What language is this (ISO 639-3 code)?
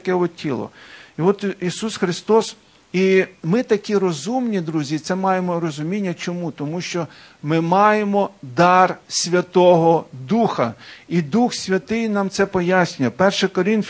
ukr